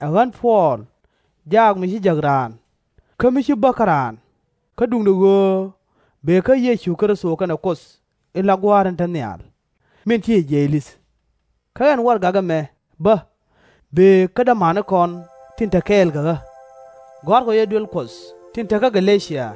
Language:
Nuer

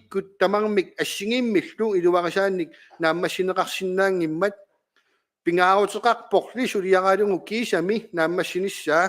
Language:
Kalaallisut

